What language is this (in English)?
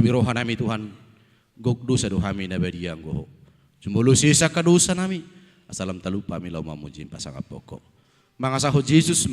Batak Toba